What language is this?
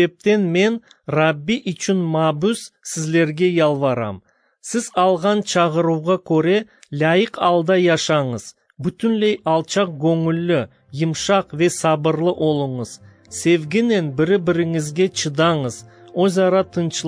Crimean Tatar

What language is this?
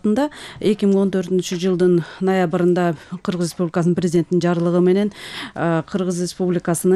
Kyrgyz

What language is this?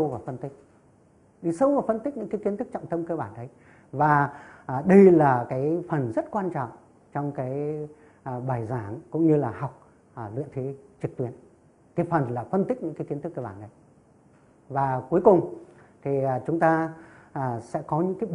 Vietnamese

